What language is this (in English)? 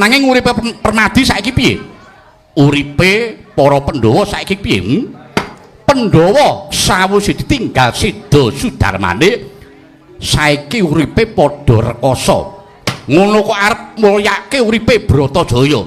Javanese